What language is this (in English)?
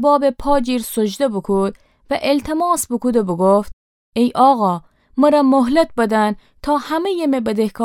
Gilaki